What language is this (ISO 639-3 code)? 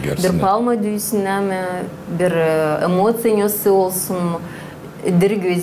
gag